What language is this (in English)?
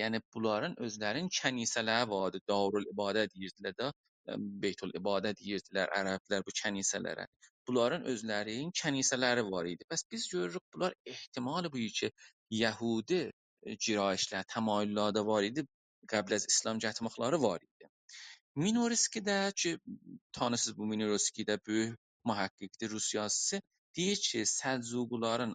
South Azerbaijani